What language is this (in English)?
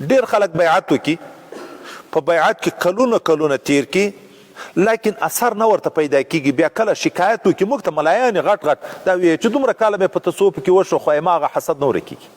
Pashto